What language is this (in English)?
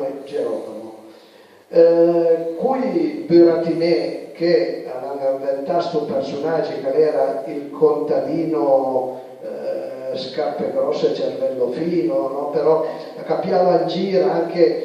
Piedmontese